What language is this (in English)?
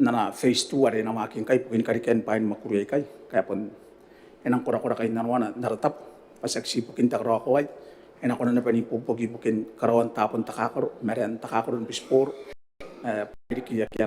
Gilbertese